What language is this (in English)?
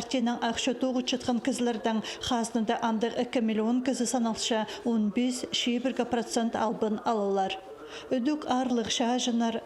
Khakas